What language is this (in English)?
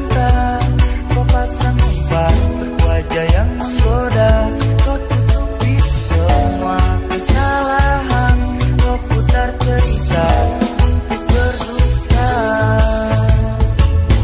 Indonesian